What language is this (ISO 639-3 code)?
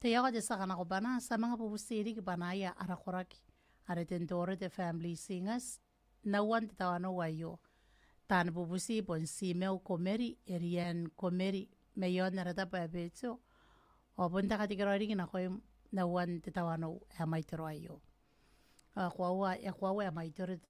gil